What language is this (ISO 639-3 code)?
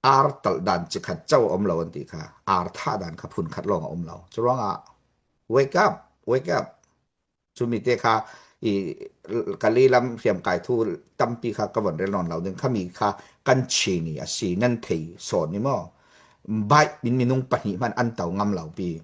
cnh